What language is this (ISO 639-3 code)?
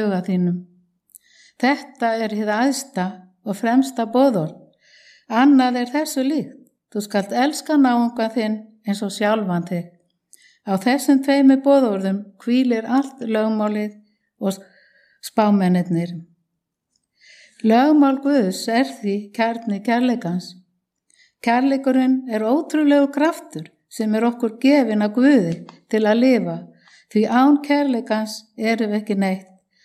isl